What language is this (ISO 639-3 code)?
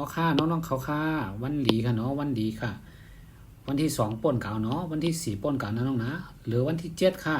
shn